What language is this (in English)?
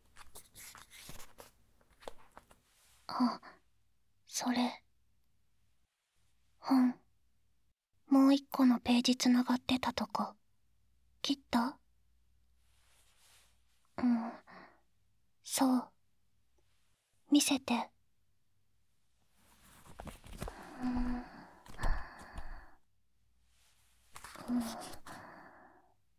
Japanese